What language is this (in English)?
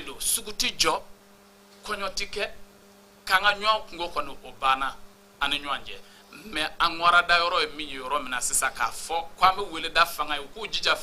Bambara